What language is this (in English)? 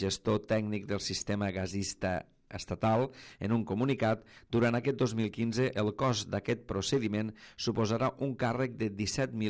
Catalan